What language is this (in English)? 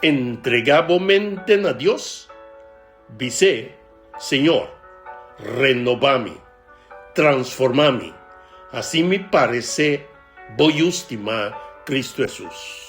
Papiamento